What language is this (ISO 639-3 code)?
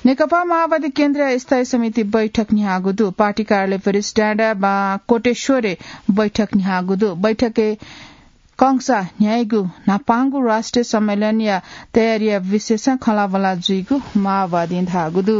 new